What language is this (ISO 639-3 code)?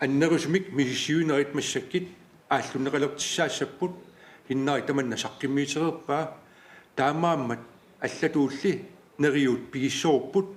kal